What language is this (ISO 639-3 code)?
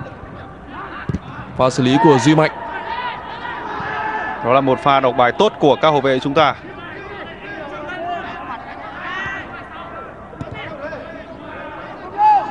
vie